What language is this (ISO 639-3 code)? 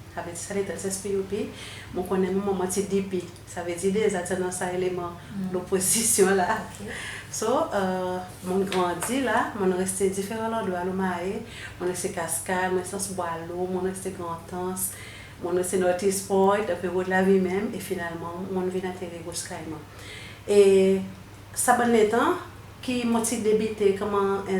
crs